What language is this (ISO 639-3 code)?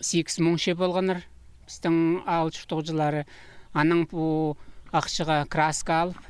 kjh